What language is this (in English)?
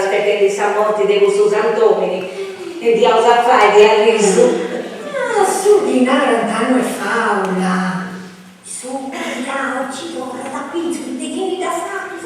Sardinian